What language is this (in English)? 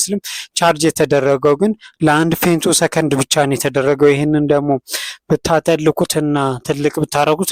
Amharic